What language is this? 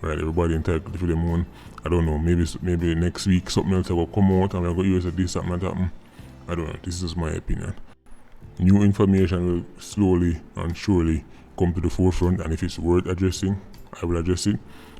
Jamaican Creole English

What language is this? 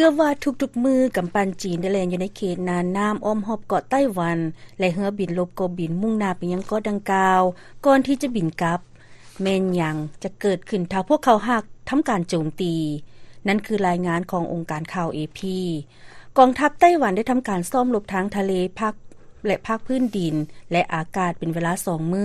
Lao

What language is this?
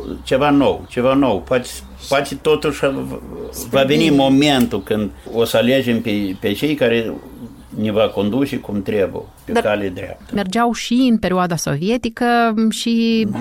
Romanian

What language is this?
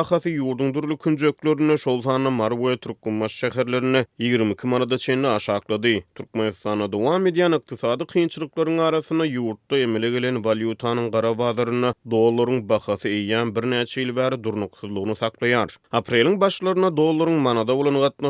Turkmen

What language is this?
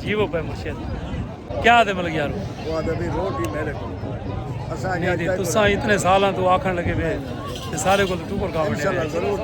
Saraiki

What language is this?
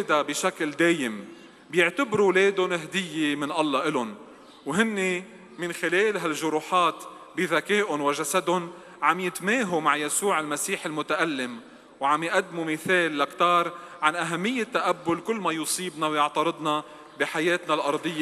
North Levantine Arabic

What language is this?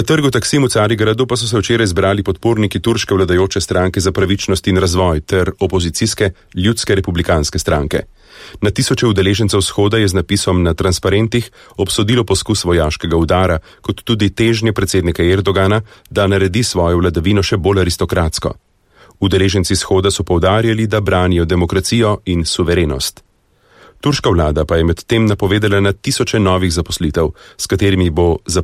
Slovenian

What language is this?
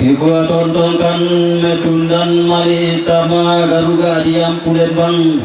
Toraja-Sa'dan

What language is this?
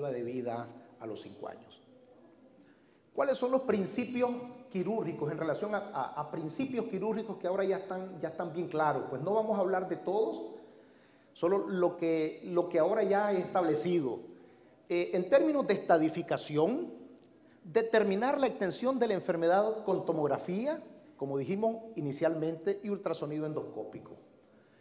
Spanish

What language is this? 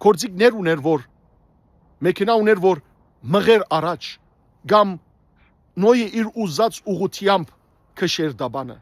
Western Armenian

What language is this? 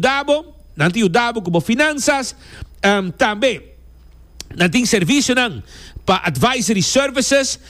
Papiamento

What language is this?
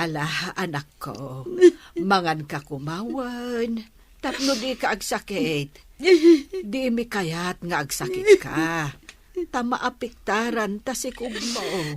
Iloko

